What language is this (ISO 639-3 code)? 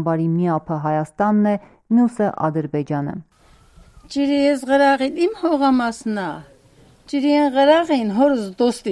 hye